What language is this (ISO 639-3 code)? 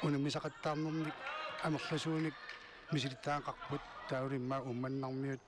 kal